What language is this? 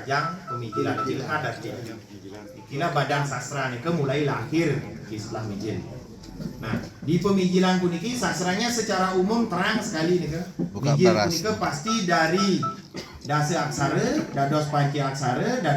Balinese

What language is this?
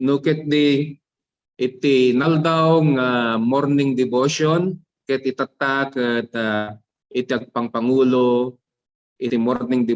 Iloko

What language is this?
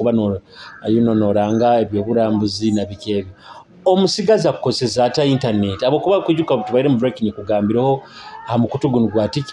Nyoro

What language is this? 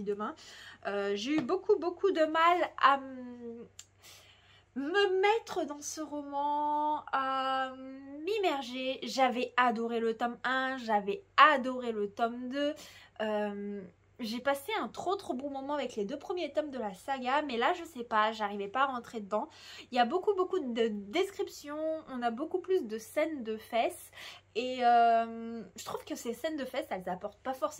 French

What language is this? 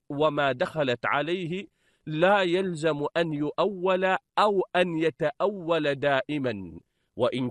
Arabic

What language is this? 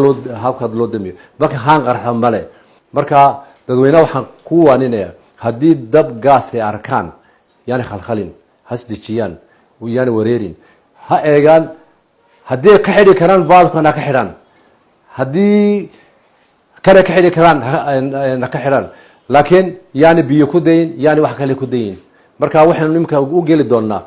Somali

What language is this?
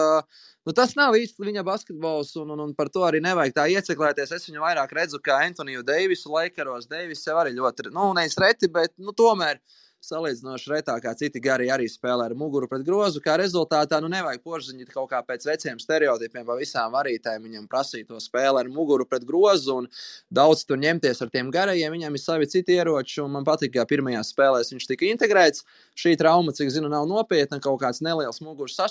Latvian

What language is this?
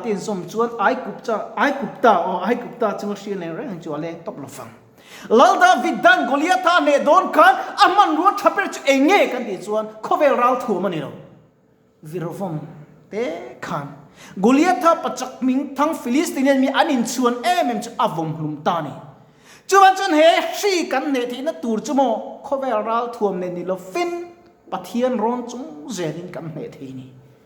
Mizo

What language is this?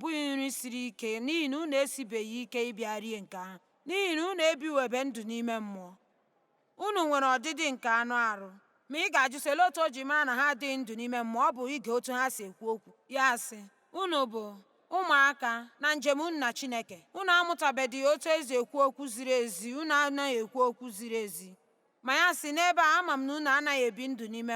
Igbo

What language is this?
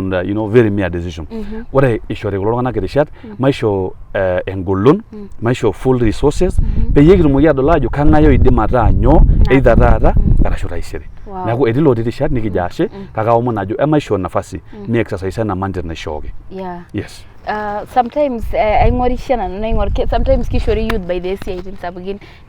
Masai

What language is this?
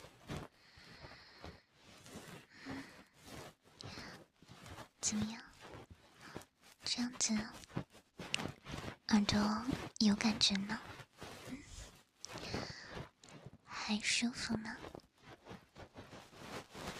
Chinese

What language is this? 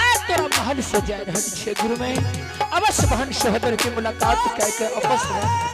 Angika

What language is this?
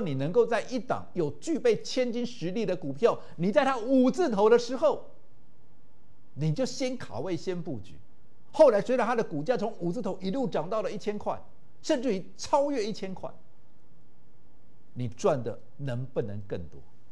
Chinese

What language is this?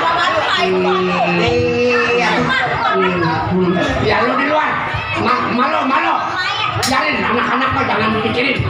Betawi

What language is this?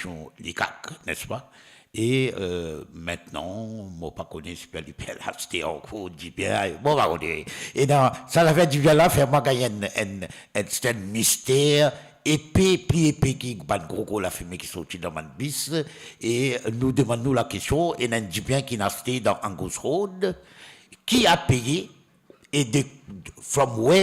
Morisyen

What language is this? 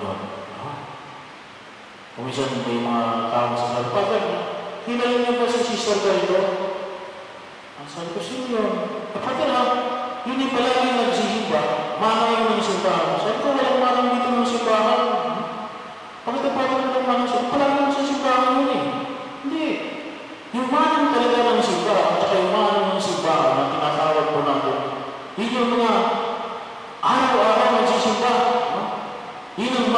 Filipino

